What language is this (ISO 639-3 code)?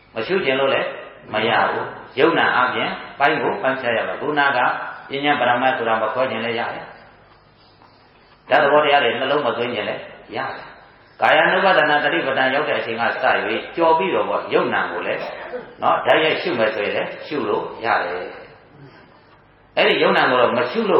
mya